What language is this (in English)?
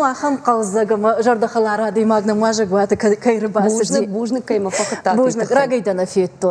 Ossetic